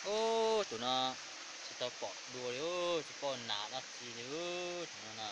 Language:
Hmong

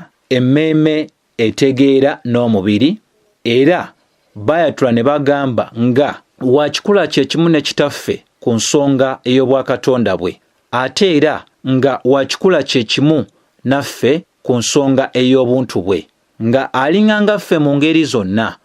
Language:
Ganda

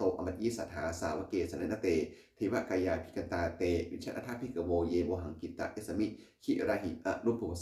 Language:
Pali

